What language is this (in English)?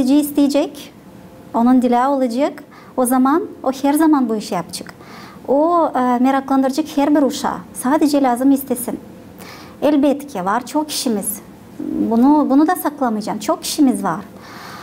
Gagauz